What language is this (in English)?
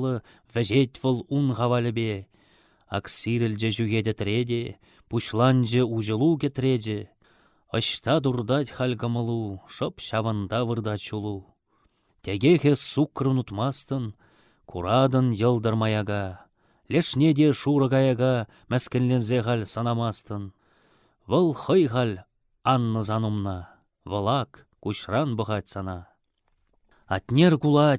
Chuvash